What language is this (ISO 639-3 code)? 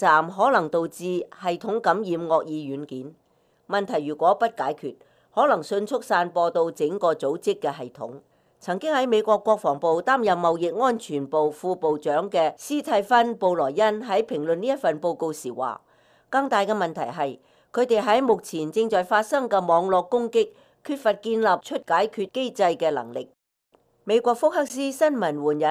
yue